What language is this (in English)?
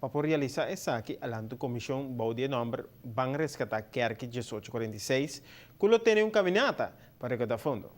Papiamento